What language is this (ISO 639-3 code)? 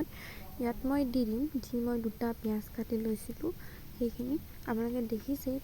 asm